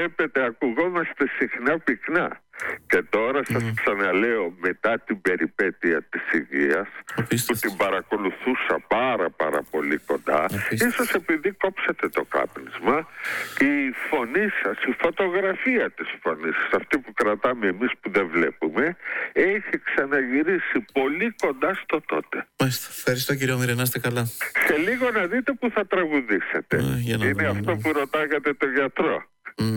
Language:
Greek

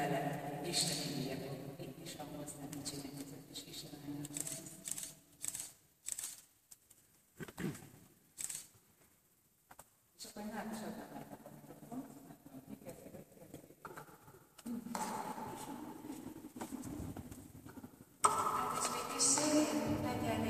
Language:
Hungarian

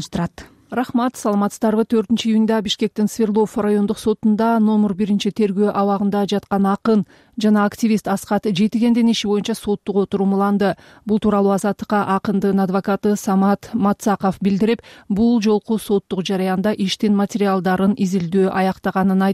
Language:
Kyrgyz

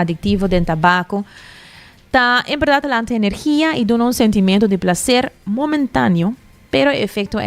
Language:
Papiamento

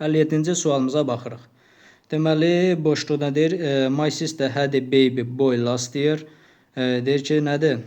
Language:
Azerbaijani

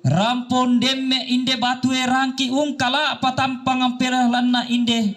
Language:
Toraja-Sa'dan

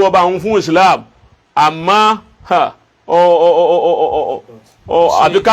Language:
Yoruba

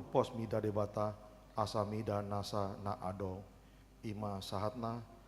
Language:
Batak Toba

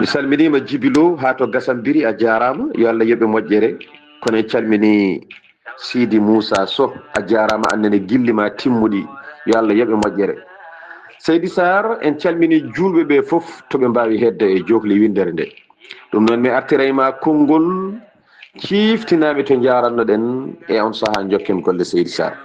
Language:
Fula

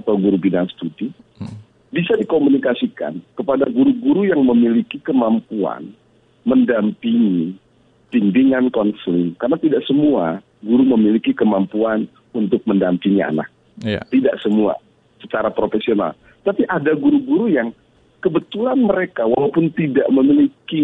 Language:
Indonesian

